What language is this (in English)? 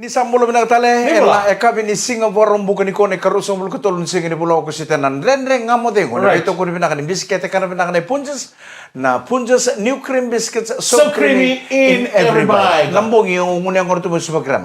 Fijian